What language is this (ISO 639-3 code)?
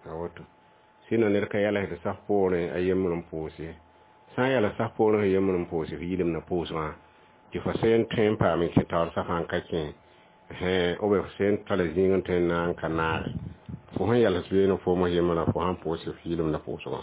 mos